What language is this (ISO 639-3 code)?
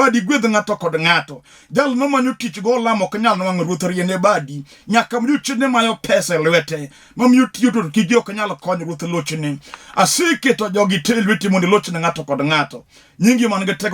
luo